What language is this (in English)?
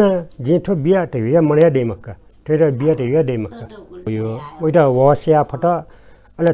Newari